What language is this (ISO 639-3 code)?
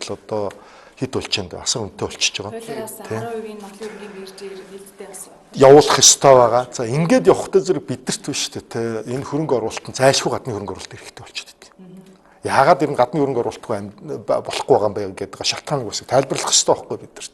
mon